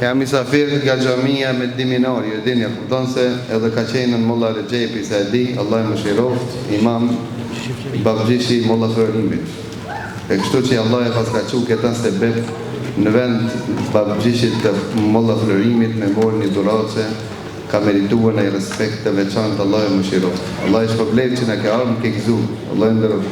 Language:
Albanian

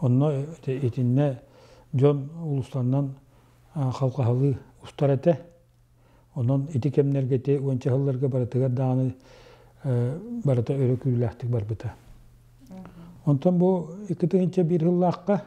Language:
Yakut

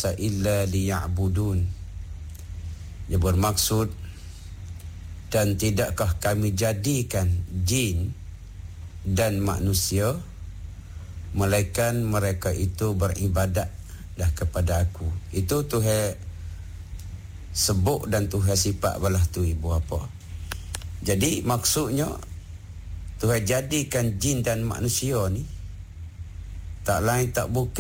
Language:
Malay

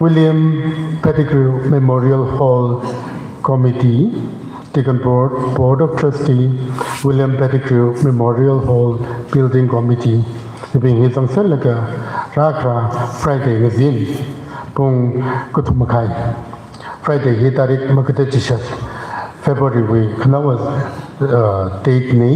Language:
Tangkhul Naga (India)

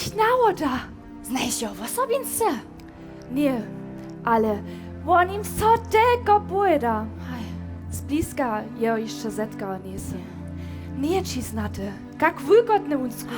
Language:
Upper Sorbian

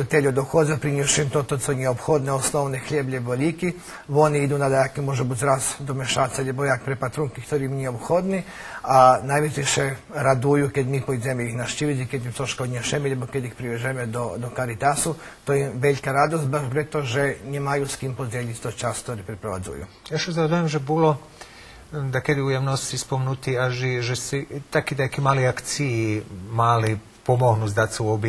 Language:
Rusyn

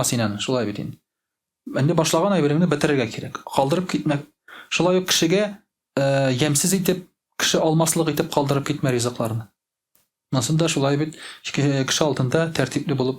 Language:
Tatar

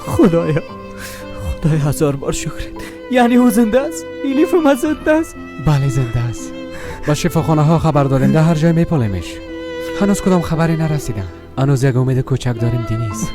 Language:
Persian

